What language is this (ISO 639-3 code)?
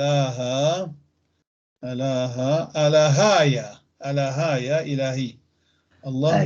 apc